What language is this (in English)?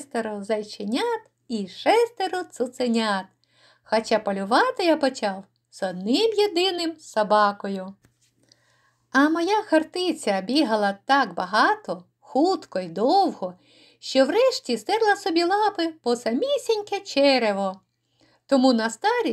Ukrainian